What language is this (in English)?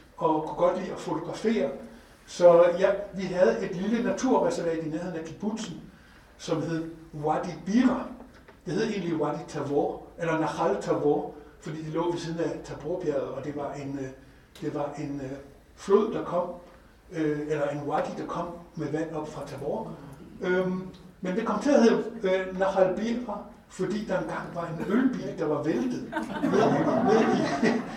Danish